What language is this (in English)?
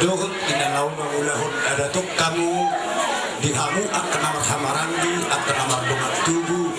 Batak Toba